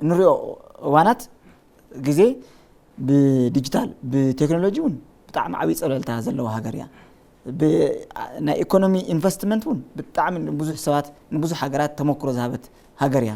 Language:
Tigrinya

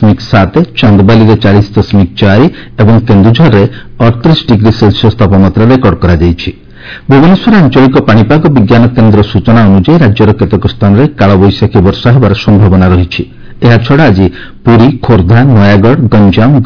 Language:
Odia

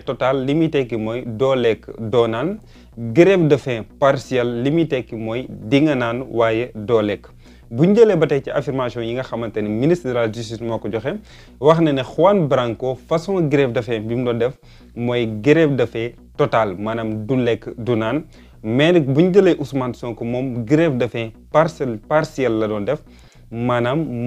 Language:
Wolof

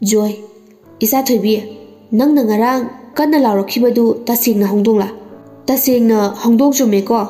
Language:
Manipuri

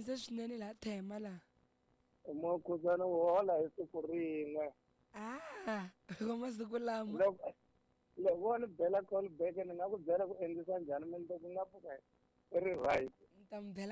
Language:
Tsonga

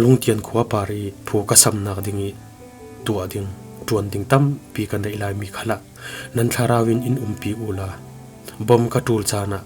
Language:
Falam Chin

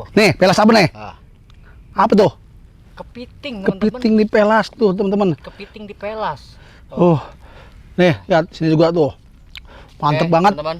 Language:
Betawi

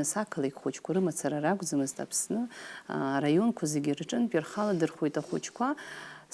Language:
Abkhazian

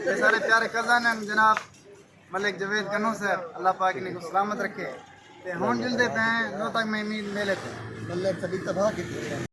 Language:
Saraiki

